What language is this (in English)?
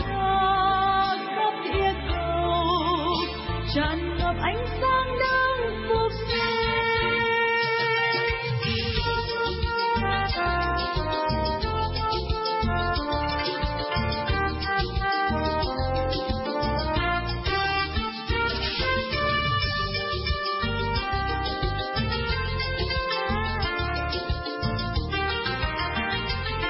Vietnamese